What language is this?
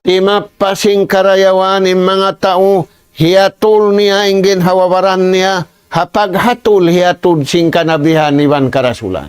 Tausug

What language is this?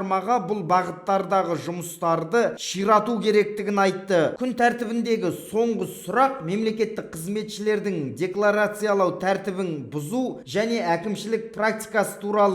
Kazakh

